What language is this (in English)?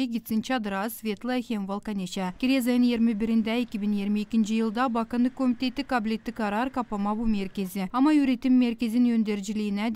Gagauz